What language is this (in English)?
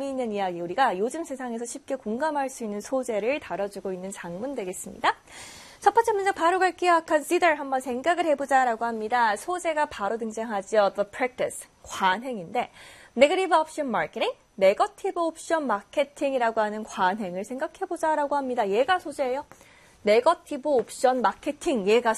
Korean